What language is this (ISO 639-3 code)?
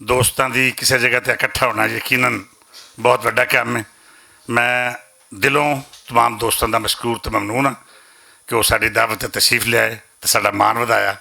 lah